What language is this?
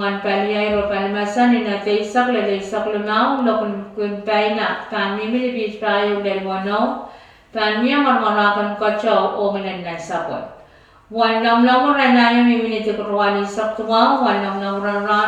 Pohnpeian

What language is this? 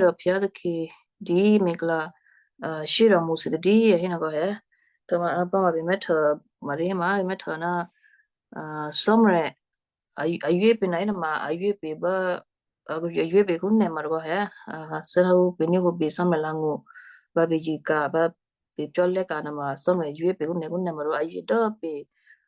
Western Kayah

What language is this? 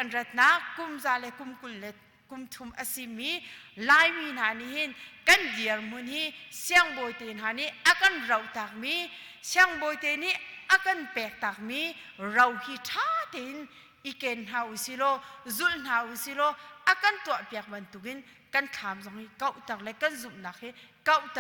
Hakha Chin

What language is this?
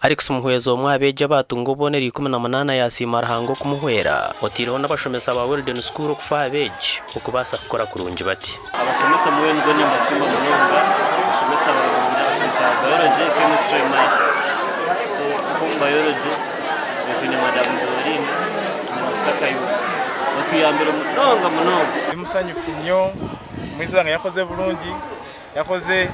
Nyankole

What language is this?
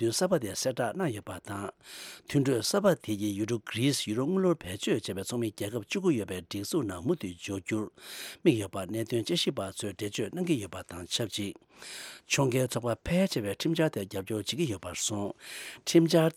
Tibetan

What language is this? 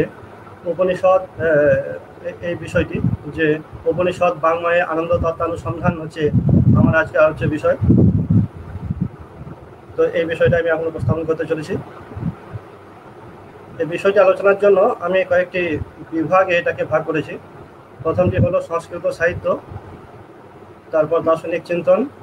Bangla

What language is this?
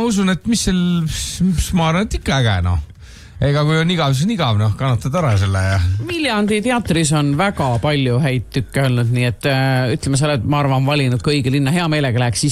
Estonian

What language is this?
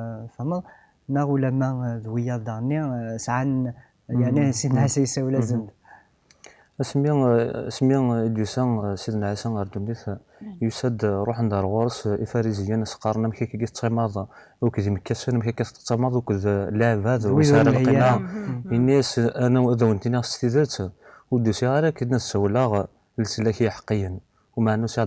Kabyle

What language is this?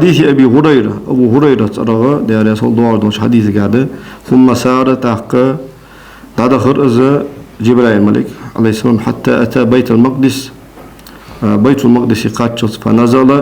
Ingush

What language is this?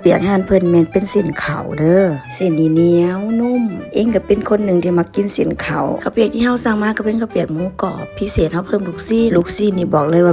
Lao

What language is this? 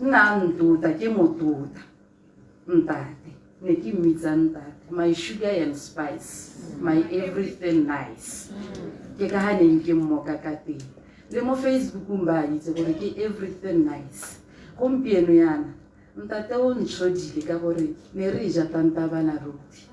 Tswana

